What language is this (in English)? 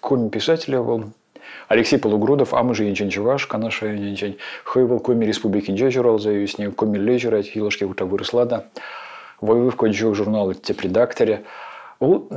Chuvash